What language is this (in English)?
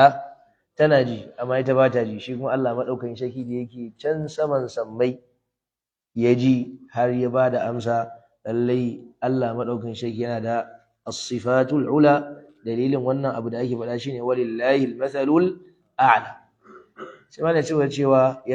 Hausa